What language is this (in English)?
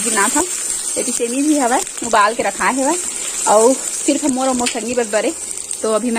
Chhattisgarhi